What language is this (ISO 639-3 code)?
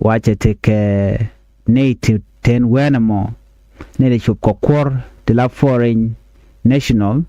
nus